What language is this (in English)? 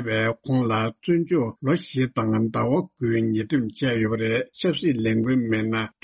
Tibetan